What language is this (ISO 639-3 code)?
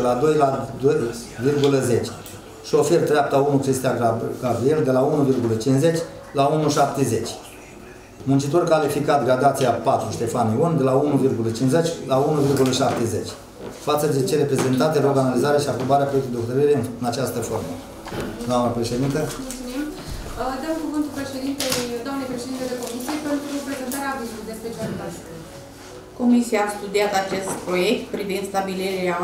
ron